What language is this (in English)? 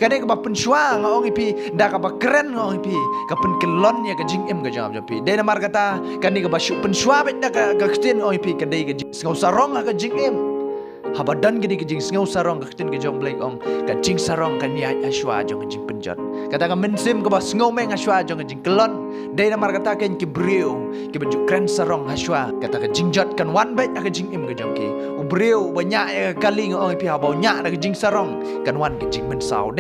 Khasi